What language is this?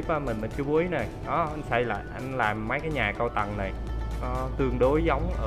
Vietnamese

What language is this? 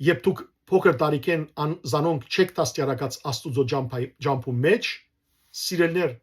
Western Armenian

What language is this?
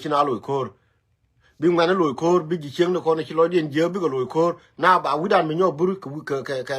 Nuer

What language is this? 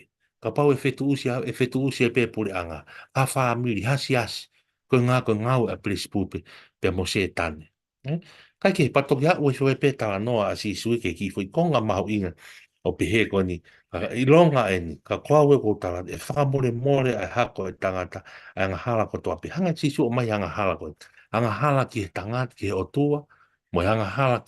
Tongan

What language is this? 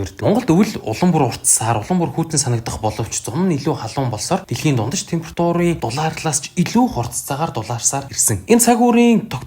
Mongolian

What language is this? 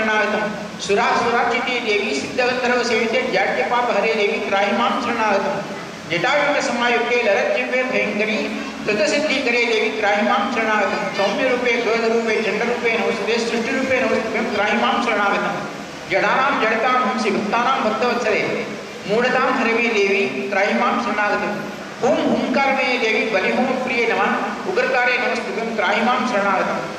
Hindi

